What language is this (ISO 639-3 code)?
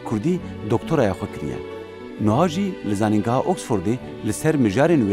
kur